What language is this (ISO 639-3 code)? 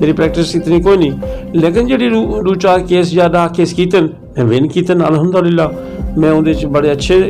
skr